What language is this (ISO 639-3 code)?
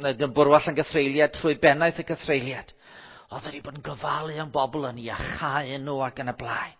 cym